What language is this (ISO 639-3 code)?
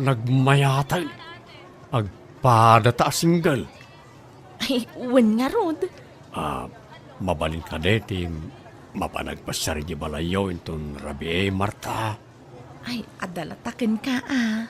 ilo